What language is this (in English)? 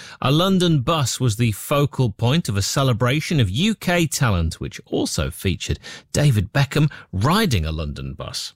English